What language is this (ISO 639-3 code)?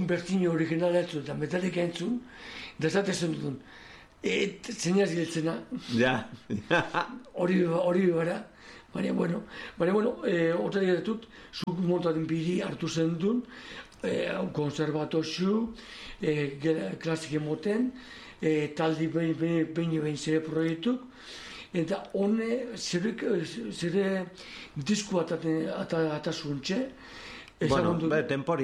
eus